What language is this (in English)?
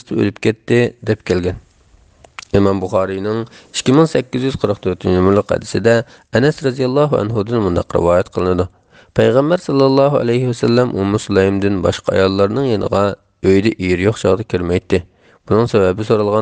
Uyghur